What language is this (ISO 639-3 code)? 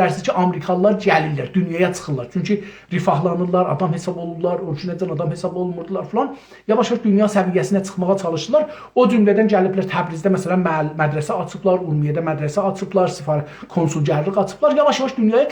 azb